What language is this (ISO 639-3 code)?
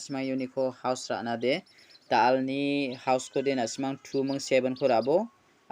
grt